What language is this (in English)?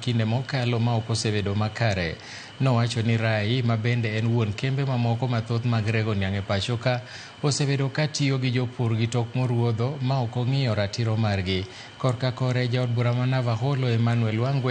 Luo (Kenya and Tanzania)